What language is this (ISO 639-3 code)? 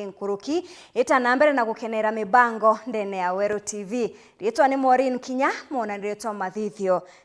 mer